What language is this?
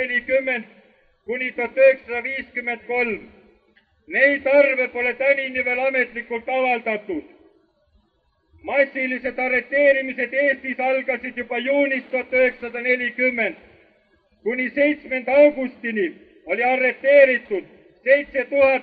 Estonian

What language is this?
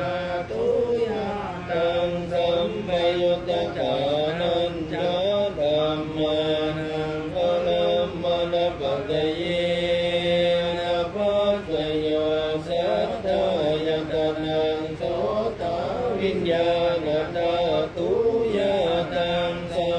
Pali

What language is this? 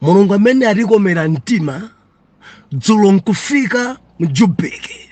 Nyanja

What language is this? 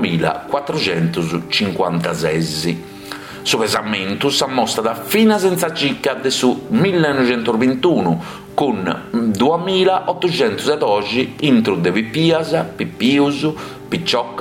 Sardinian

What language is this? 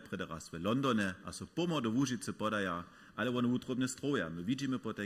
Upper Sorbian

